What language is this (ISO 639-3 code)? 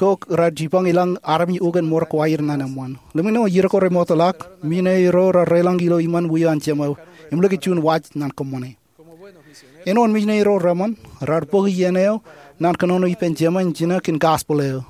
mah